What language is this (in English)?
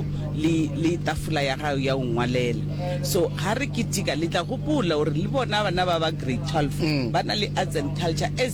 Northern Sotho